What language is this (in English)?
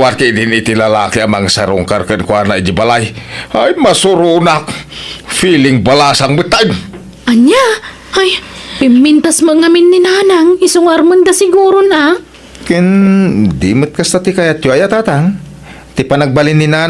Iloko